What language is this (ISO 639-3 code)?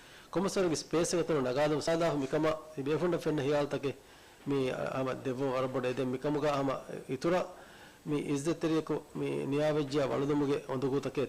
div